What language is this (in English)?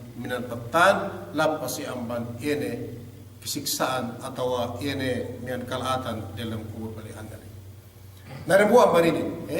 Yakan